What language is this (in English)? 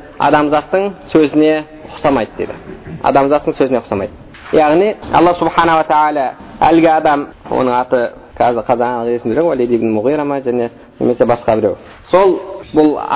Kazakh